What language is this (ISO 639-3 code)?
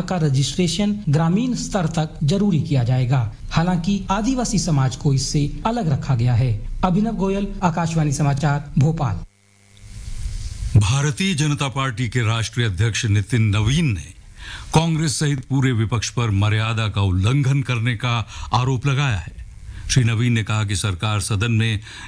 hin